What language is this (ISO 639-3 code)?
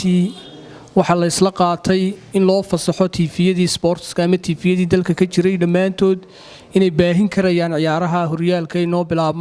som